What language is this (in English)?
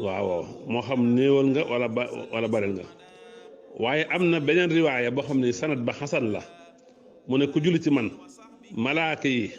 Wolof